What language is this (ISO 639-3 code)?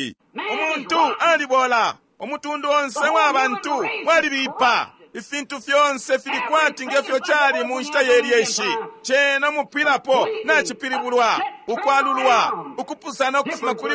bem